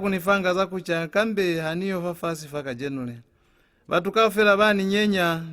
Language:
Lozi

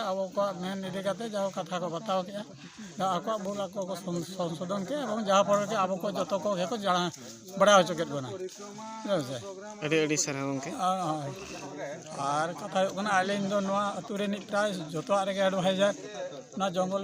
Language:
Santali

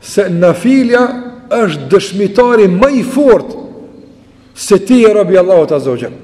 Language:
Albanian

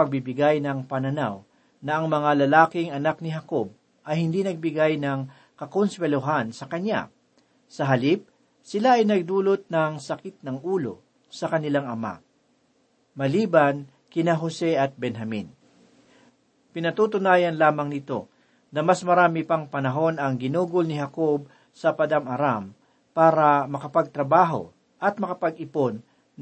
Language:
Filipino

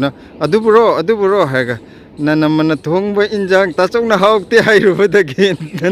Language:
Manipuri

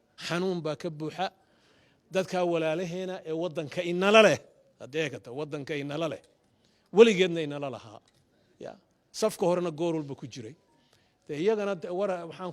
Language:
Somali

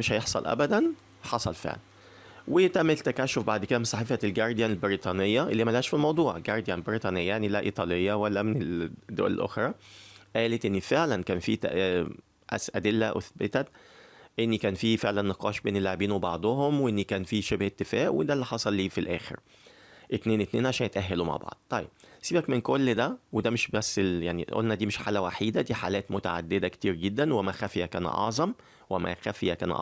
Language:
Egyptian Arabic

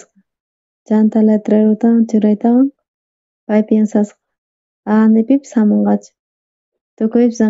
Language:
South Bolivian Quechua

